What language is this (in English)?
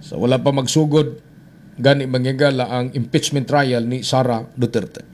Cebuano